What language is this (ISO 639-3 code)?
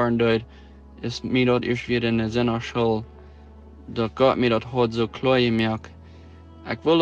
pdt